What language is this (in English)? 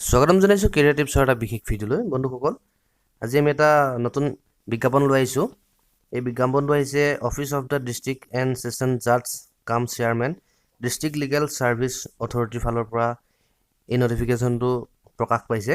Assamese